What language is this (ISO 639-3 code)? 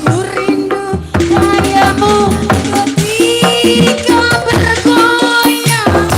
bew